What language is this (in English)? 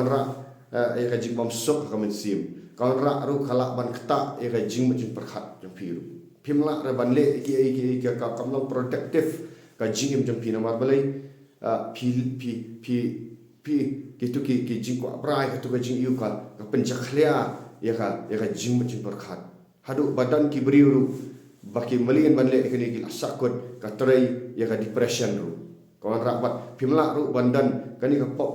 Khasi